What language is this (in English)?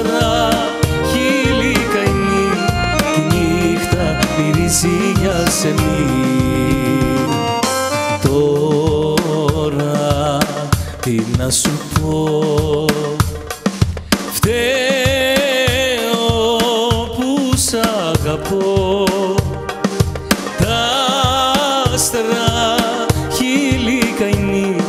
Greek